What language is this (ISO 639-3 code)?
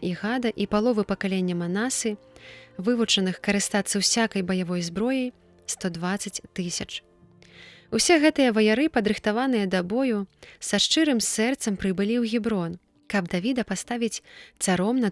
bel